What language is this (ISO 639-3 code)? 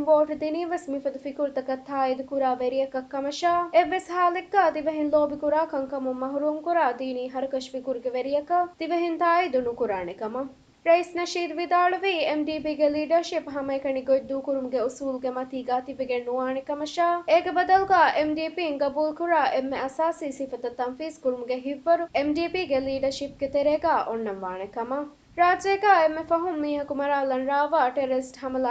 div